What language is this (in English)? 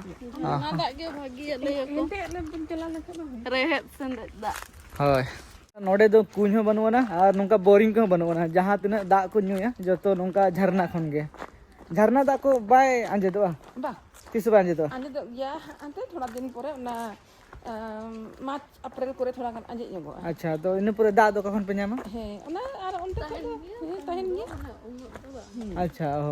Santali